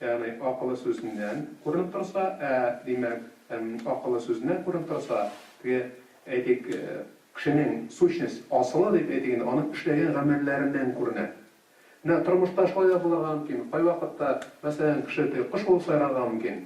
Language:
Tatar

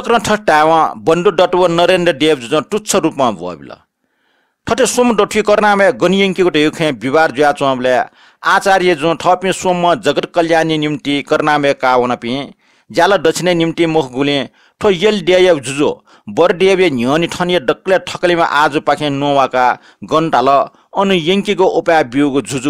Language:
Newari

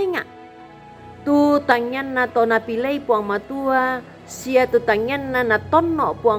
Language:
Toraja-Sa'dan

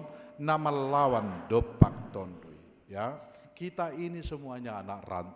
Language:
Batak Simalungun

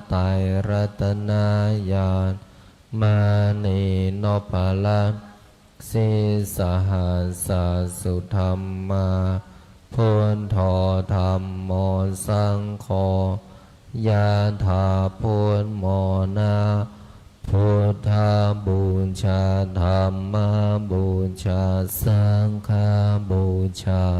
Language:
Pali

